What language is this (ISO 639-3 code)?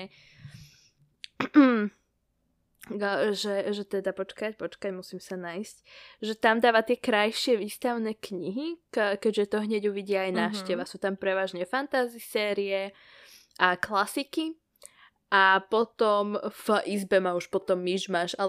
slk